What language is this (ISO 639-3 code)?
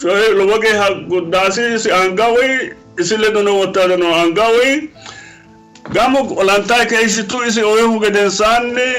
sid